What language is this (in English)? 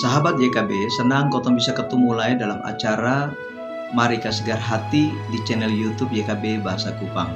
Kupang Malay